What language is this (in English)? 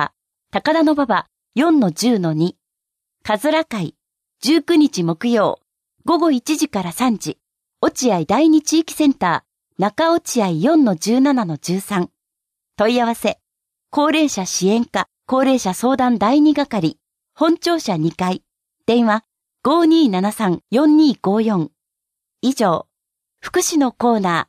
Japanese